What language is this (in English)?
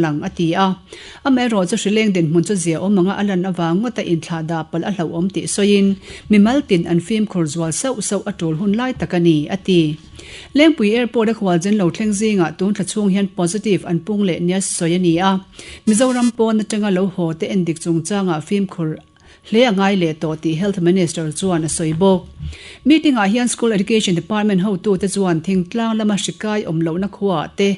Mizo